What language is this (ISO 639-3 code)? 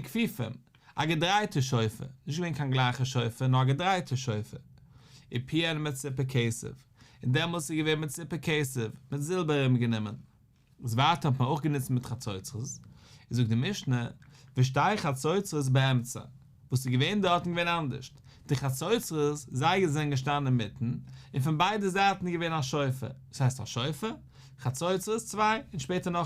yid